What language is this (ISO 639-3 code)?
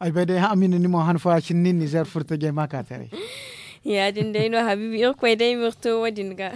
dje